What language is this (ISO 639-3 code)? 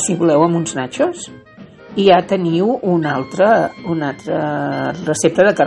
cat